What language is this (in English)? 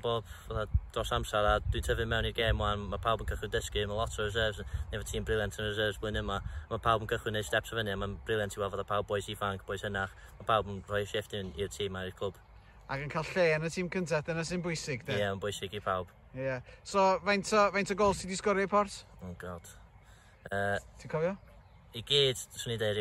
Welsh